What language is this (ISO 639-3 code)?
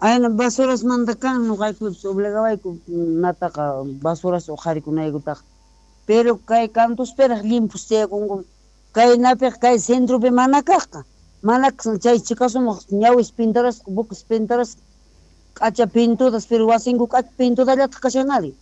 quh